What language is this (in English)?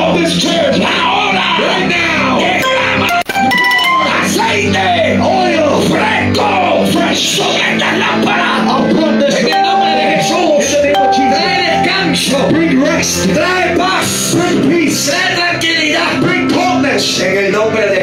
Spanish